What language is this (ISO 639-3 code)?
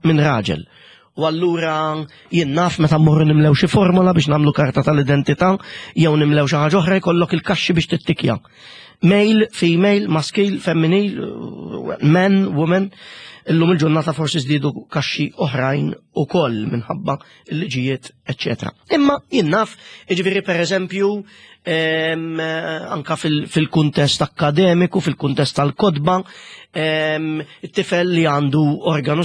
mlt